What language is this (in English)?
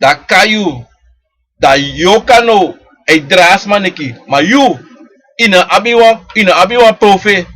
Sranan Tongo